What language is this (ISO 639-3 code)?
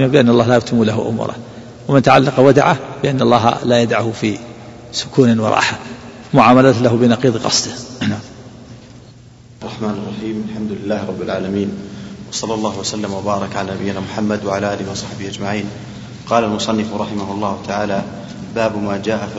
ara